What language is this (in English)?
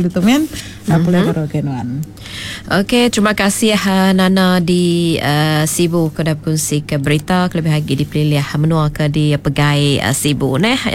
Iban